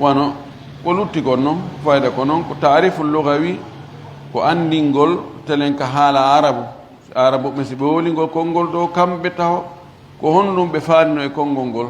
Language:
Fula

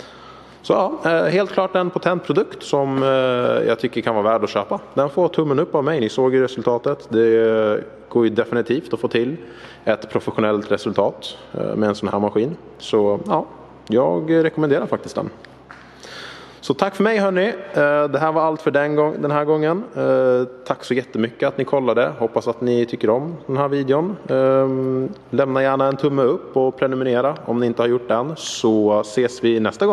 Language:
Swedish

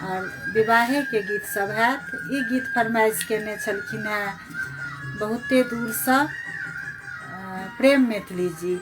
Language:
Maithili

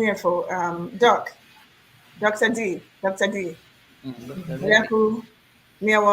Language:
Ewe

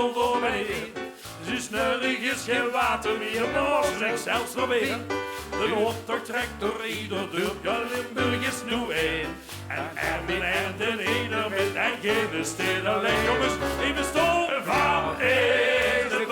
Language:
Limburgish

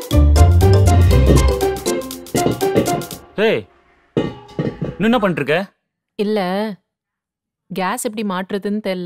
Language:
Tamil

